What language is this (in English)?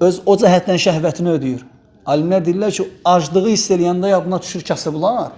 Azerbaijani